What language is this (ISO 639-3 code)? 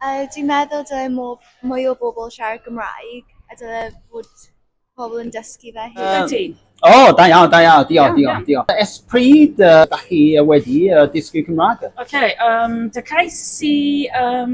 cym